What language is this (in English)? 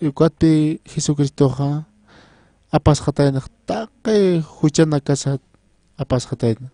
Aymara